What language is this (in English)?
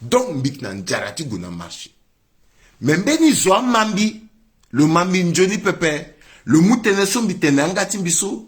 Sango